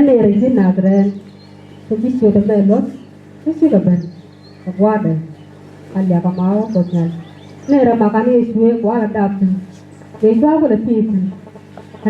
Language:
Nuer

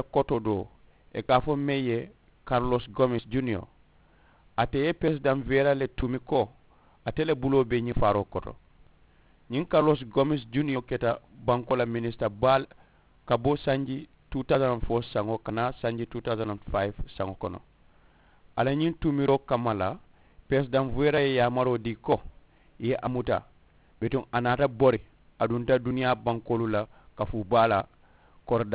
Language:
Mandingo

